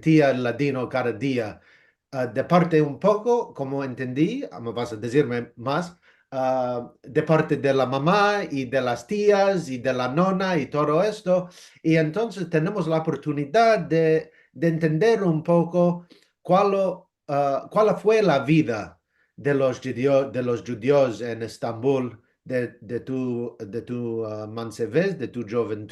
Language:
Ladino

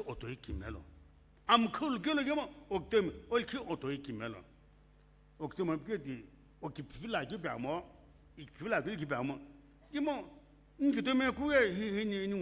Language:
Sumi Naga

